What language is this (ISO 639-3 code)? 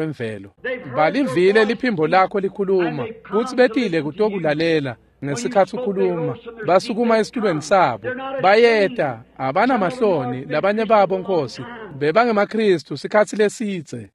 ssw